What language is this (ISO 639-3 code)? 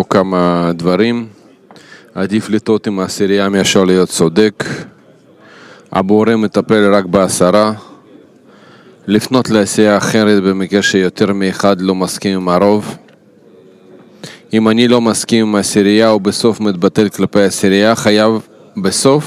heb